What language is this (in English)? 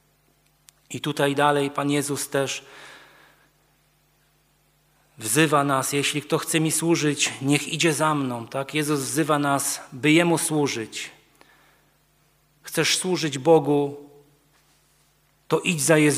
Polish